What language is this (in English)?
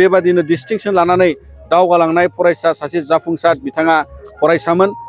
Bodo